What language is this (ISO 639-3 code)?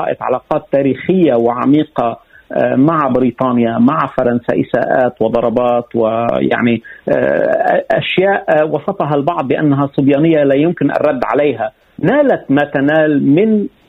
aeb